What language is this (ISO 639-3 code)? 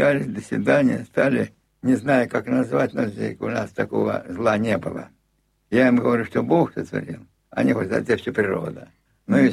rus